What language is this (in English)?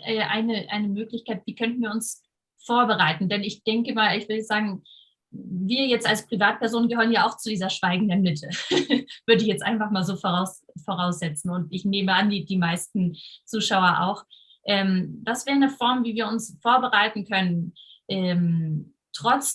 Swiss German